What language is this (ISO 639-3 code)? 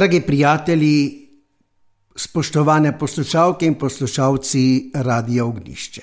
slv